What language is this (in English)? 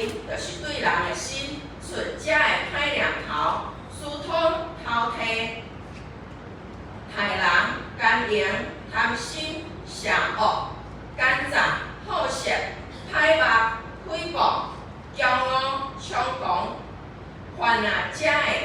Min Nan Chinese